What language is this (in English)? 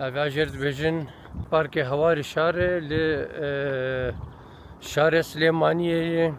Kurdish